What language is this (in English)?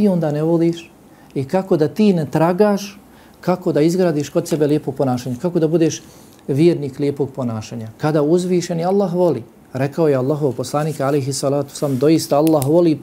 Bosnian